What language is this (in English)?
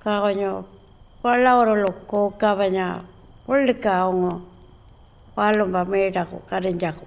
Pitjantjatjara